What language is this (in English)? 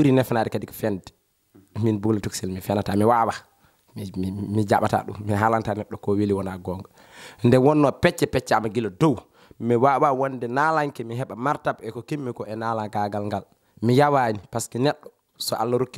Fula